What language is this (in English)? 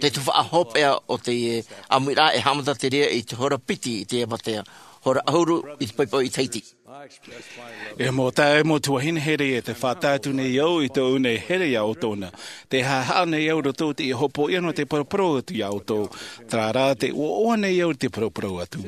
Tahitian